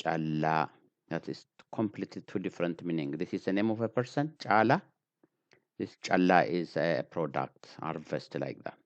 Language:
English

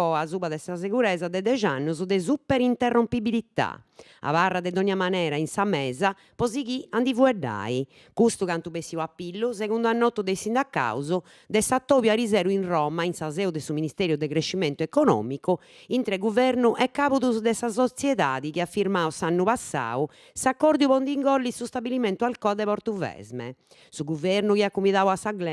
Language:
Sardinian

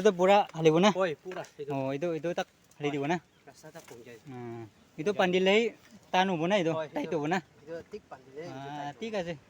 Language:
Naga Pidgin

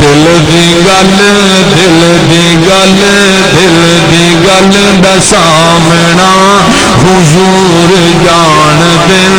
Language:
Saraiki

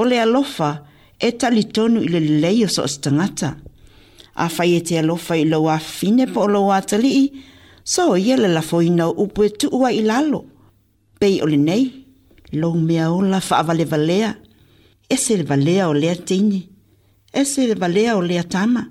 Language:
Samoan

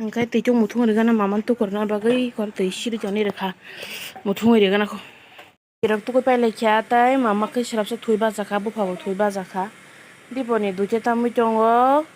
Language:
Kok Borok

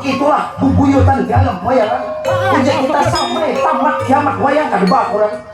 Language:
Banjar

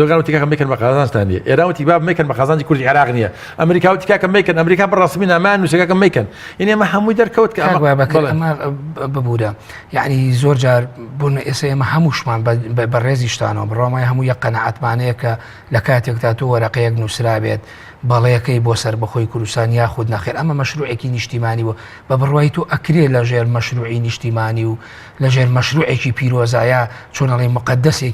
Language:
Central Kurdish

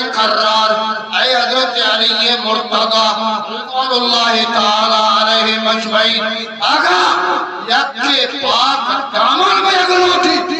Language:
Eastern Balochi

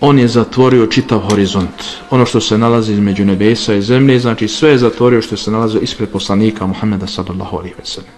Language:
Bosnian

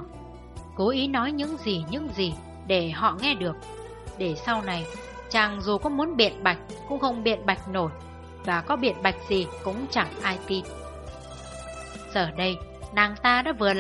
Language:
Vietnamese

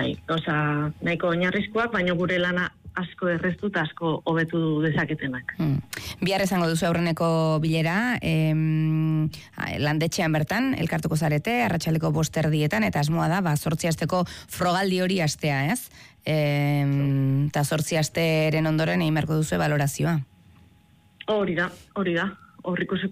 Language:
Basque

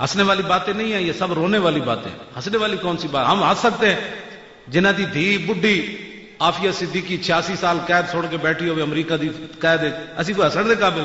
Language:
Western Panjabi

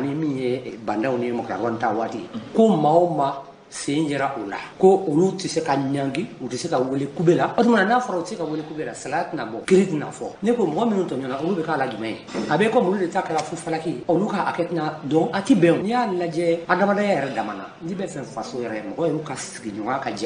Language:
Bambara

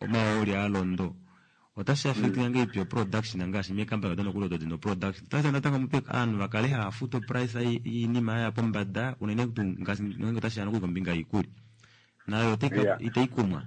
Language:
Kuanyama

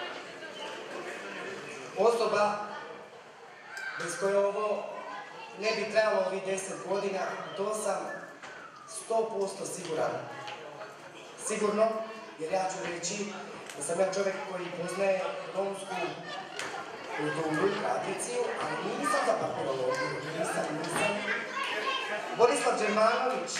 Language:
Croatian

